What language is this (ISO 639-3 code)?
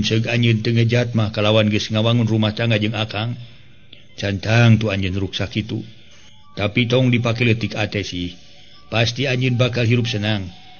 sun